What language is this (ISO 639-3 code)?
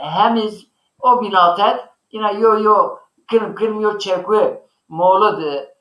zza